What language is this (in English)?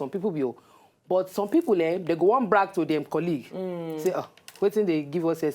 Nigerian Pidgin